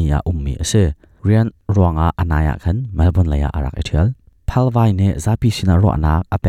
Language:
Hakha Chin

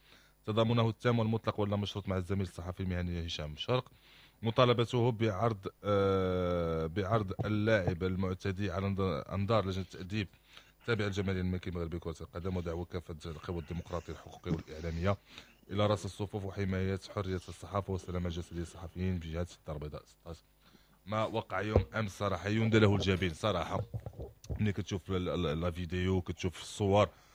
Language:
Moroccan Arabic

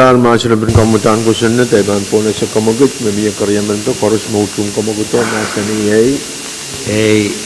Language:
Pohnpeian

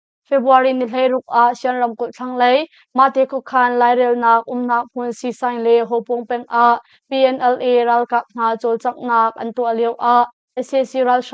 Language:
Hakha Chin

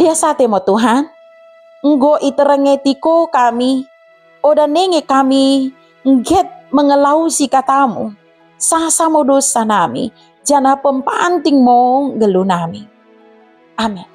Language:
Batak Dairi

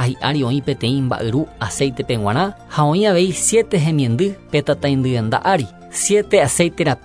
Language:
Guarani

